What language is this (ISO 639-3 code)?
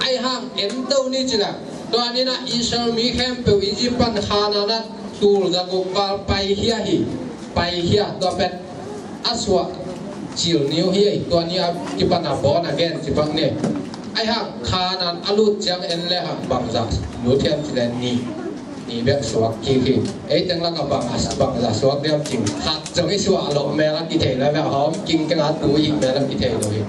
ctd